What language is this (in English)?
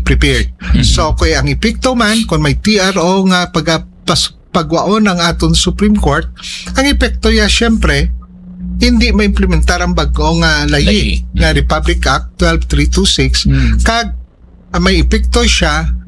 Hiligaynon